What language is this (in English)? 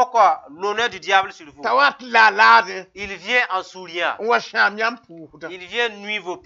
Mossi